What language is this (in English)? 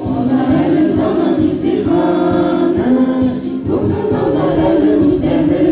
Bashkir